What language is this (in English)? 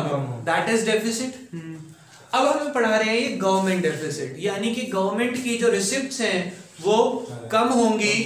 Hindi